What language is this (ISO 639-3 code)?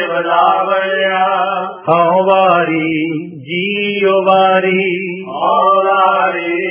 pan